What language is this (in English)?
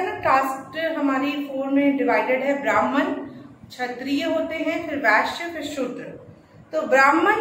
Hindi